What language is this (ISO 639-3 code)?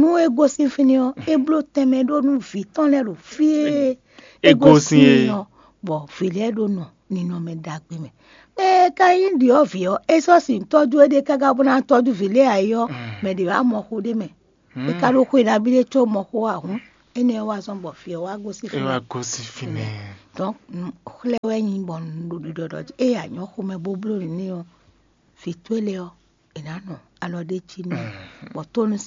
fon